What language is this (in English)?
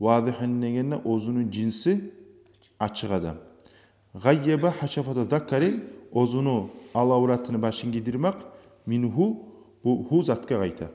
Kumyk